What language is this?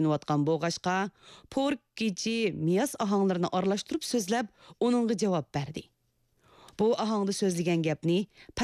Uyghur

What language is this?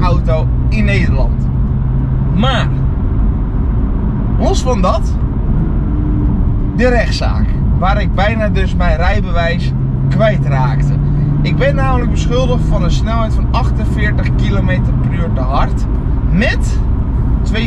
Dutch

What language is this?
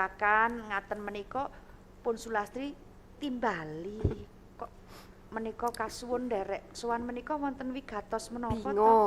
Javanese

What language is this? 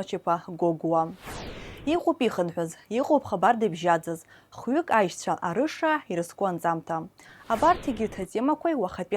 Abkhazian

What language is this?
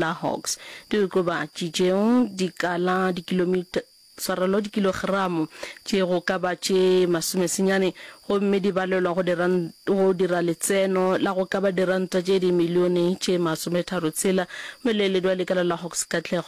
Northern Sotho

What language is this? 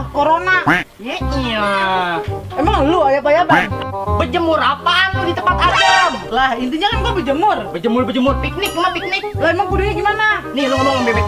Betawi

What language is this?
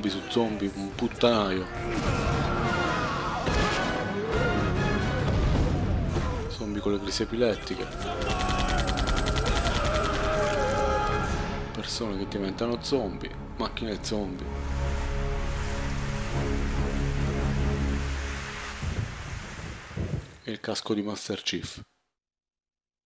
Italian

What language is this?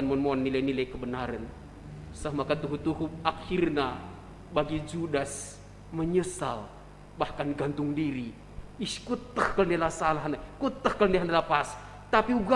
Batak Karo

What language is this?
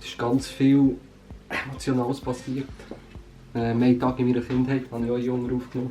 Swiss German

